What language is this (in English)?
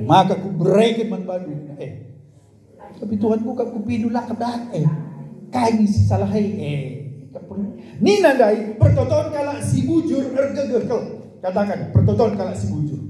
Batak Karo